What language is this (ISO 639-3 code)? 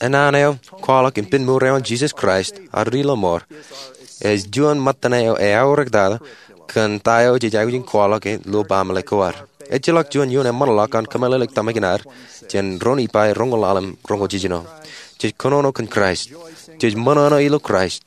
mah